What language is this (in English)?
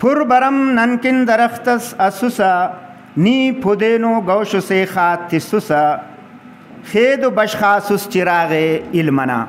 Brahui